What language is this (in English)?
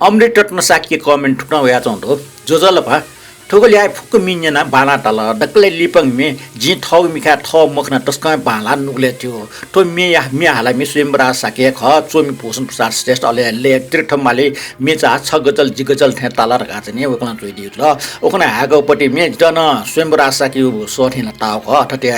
Newari